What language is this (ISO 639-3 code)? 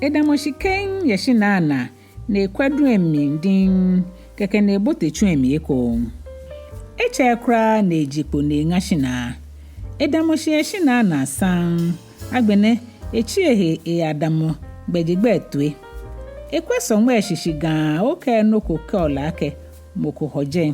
gaa